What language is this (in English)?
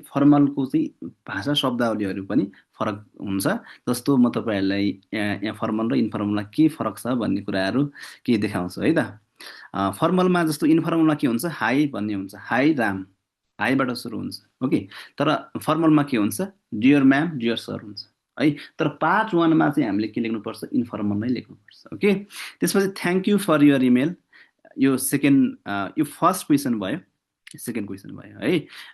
Nepali